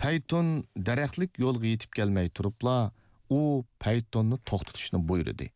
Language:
Uyghur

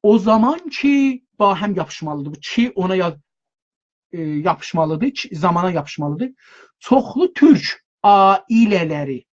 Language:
South Azerbaijani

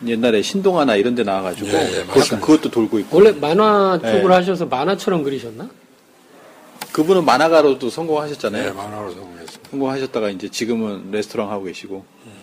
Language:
Korean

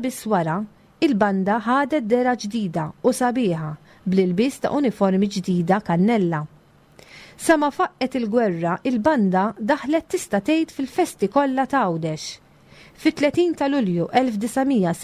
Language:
Maltese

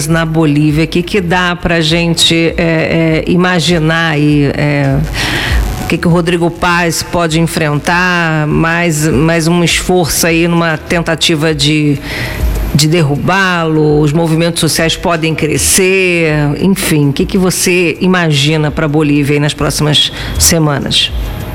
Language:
Portuguese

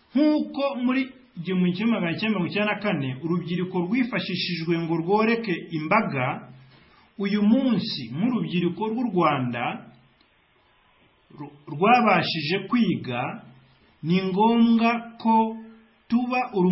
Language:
Kinyarwanda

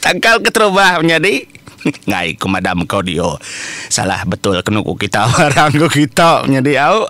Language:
Iban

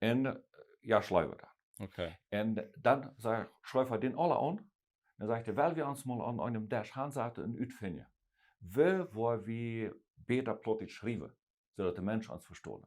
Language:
Plautdietsch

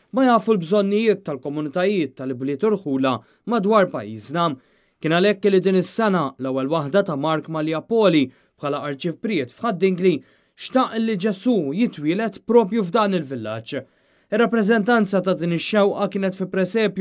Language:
Maltese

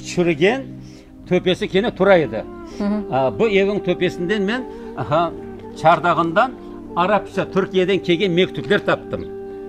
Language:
Crimean Tatar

